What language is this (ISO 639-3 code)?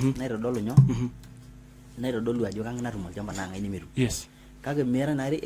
mas